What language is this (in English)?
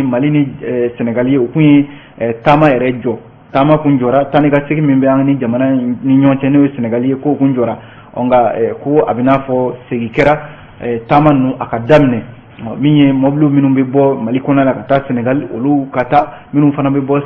Bambara